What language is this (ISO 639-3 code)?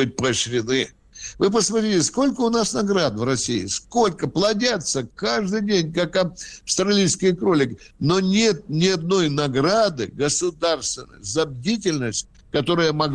rus